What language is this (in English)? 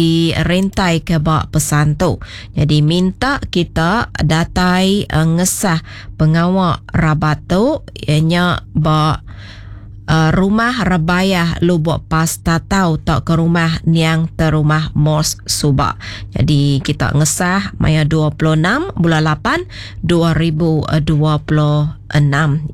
Iban